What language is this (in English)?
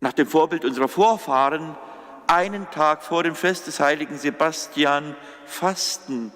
Upper Sorbian